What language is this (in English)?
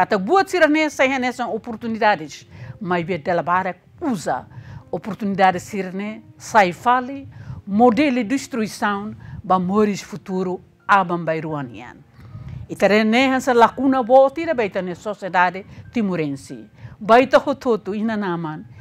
Tetum